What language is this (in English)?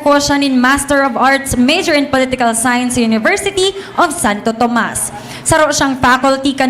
Bikol